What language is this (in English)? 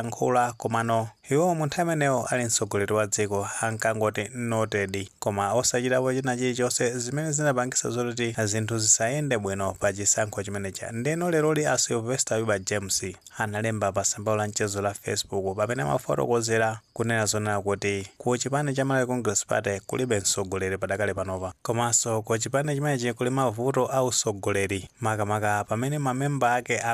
Nyanja